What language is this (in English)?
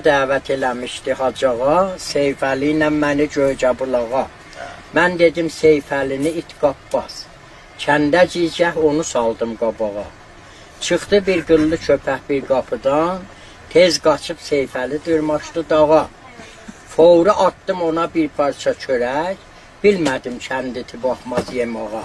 Azerbaijani